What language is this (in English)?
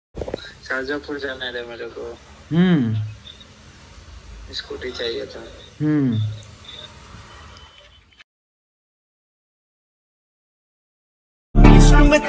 Hindi